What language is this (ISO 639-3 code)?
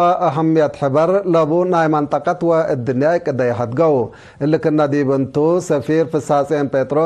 tig